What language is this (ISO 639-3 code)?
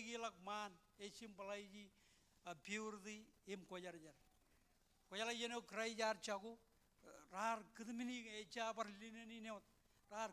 mah